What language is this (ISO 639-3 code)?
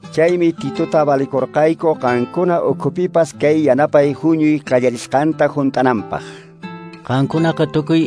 que